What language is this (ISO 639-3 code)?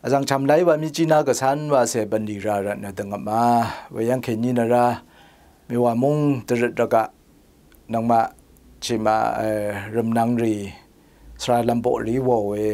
raw